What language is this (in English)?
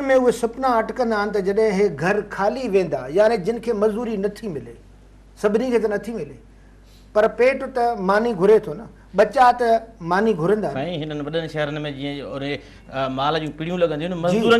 Sindhi